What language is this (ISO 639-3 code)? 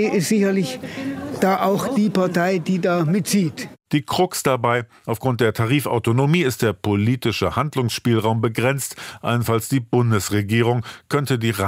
deu